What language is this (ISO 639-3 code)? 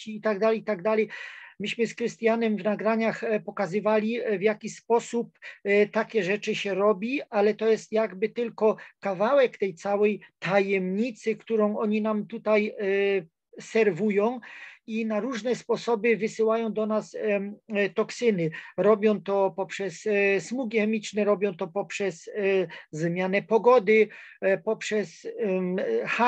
pol